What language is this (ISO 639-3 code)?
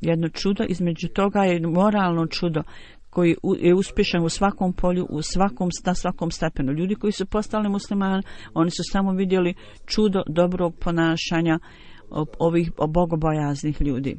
bos